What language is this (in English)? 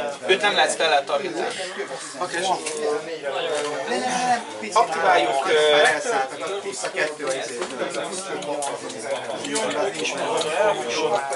Hungarian